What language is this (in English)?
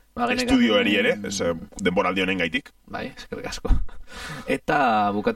Basque